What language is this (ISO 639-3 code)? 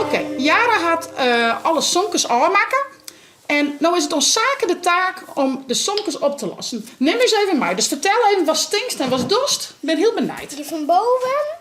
fry